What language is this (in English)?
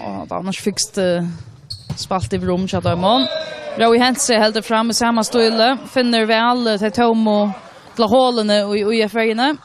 Faroese